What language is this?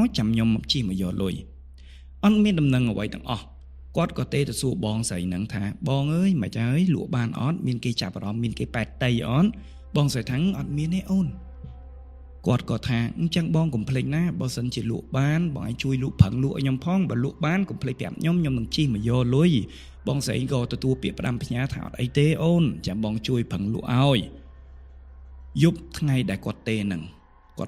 Khmer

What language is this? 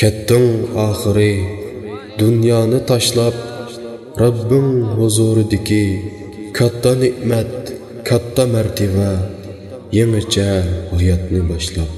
Uyghur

